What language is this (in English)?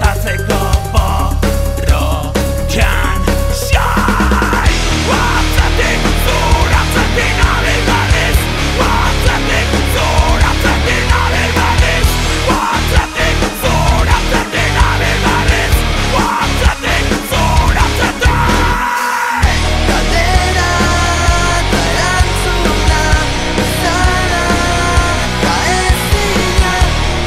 Basque